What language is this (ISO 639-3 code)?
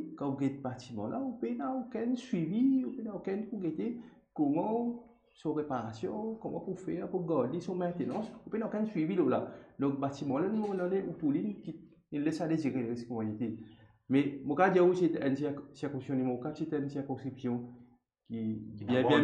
mfe